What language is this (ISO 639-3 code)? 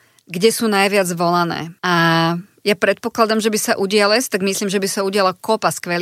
slk